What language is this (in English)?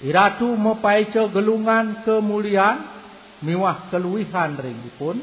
Balinese